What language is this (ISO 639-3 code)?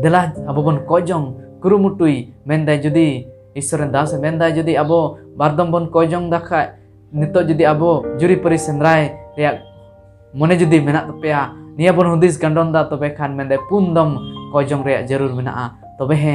sat